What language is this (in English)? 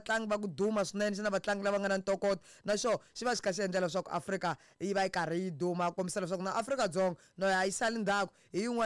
Tsonga